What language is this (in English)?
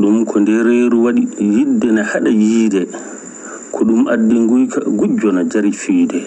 Fula